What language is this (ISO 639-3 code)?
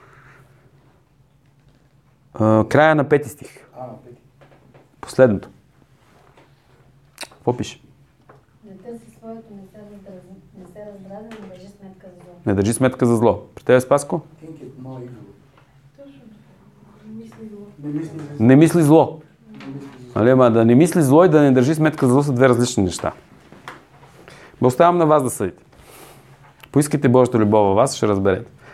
bul